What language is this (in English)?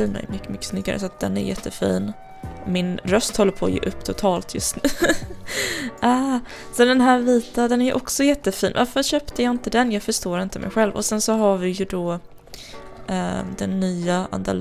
Swedish